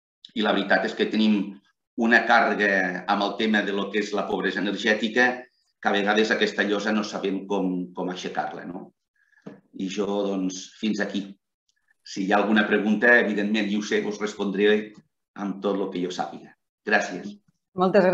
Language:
Catalan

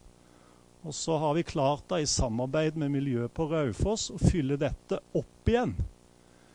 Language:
Norwegian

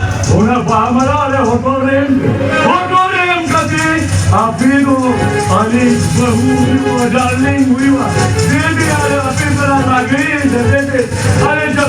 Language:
Santali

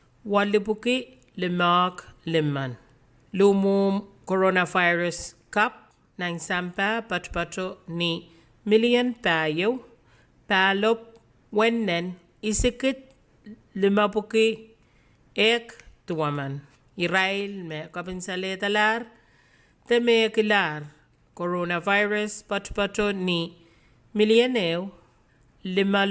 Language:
Pohnpeian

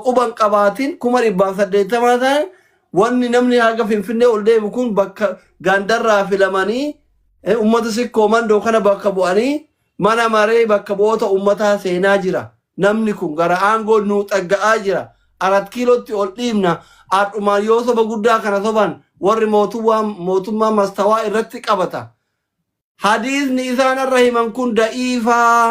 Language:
Oromo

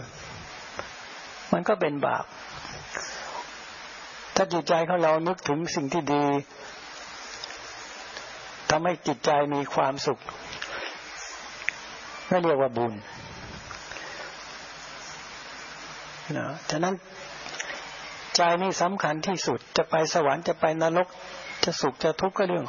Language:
Thai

